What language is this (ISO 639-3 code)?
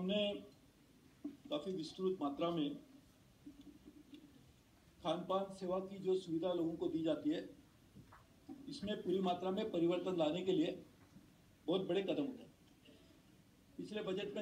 hin